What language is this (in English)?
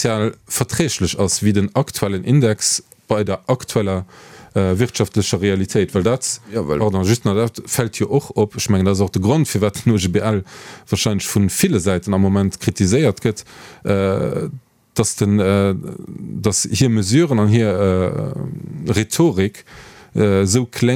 Luxembourgish